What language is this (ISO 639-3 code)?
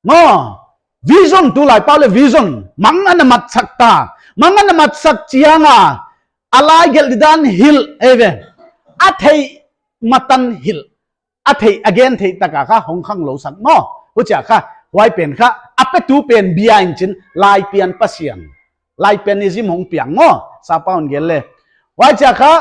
pck